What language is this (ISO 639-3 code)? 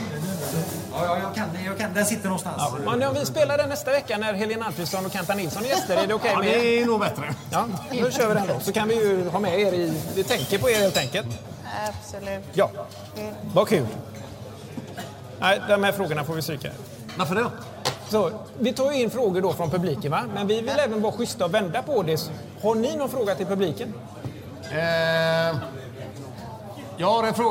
swe